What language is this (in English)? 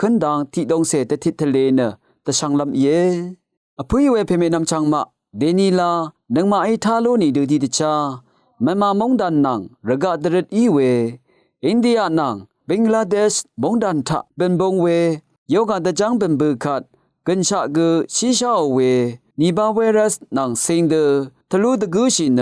Rawang